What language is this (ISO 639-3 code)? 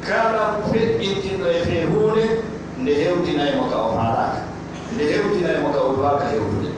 ful